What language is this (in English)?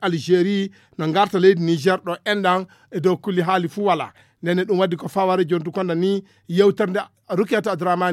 Fula